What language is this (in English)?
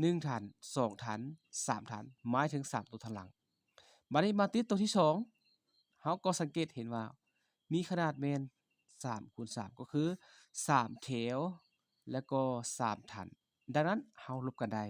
Lao